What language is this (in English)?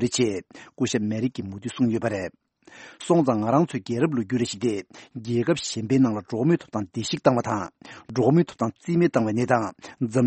Tibetan